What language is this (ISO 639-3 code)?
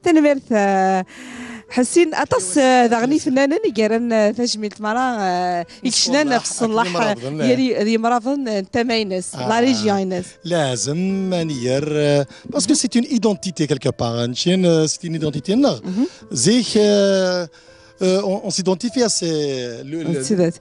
kab